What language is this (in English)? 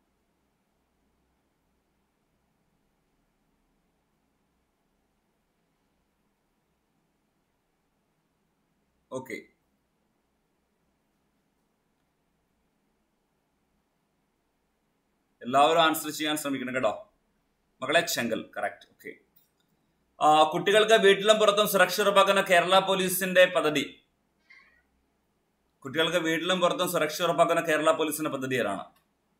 Malayalam